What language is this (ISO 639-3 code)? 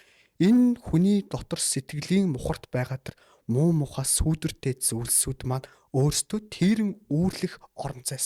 mon